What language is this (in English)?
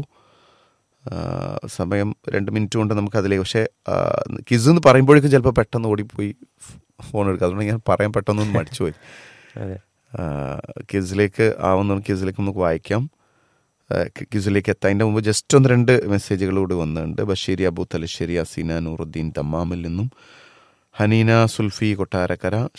Malayalam